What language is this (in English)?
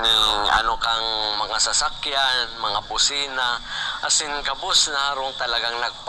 Bikol